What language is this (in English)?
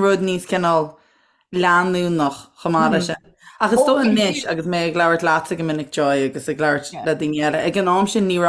Irish